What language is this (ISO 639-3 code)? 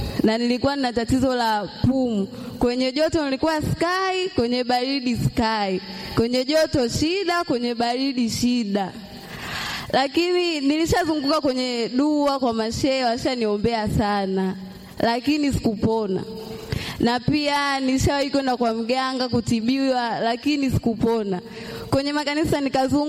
swa